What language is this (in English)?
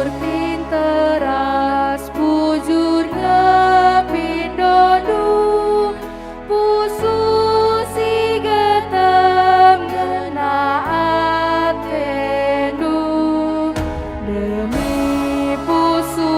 Batak Karo